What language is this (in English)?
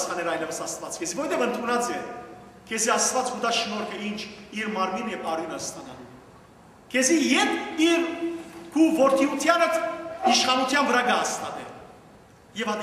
Western Armenian